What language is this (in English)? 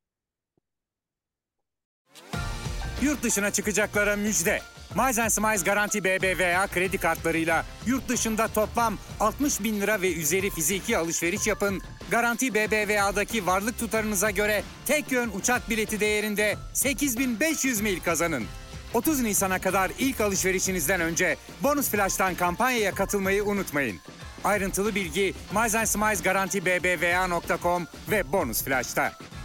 Turkish